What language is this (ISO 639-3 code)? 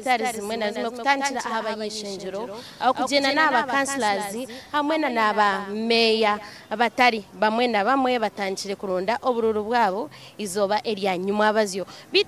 nyn